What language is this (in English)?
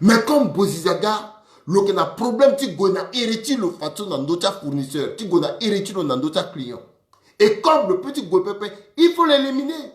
Sango